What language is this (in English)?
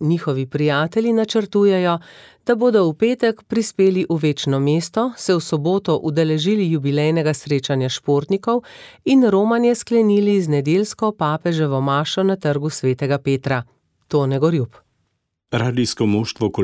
Slovenian